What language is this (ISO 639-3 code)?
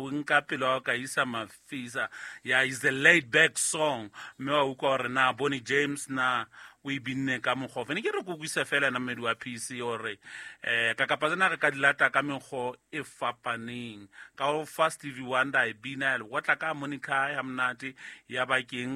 sot